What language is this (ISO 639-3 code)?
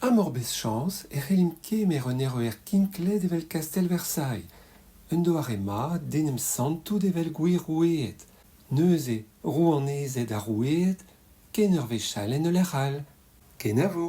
bre